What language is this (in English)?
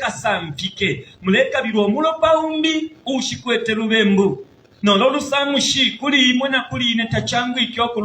Bemba